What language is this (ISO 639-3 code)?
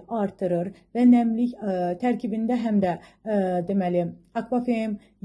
aze